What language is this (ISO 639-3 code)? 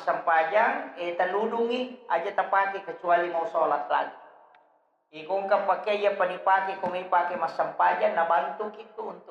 bug